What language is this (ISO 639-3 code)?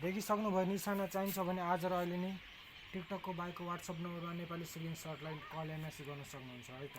nep